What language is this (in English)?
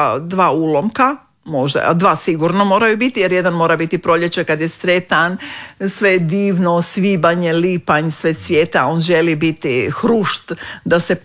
Croatian